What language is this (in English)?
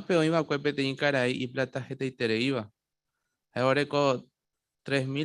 Guarani